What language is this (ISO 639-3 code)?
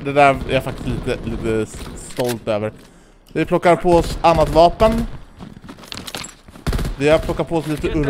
swe